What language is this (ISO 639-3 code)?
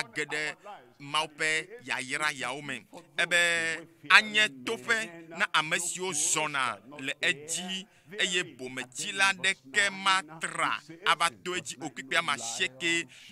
ewe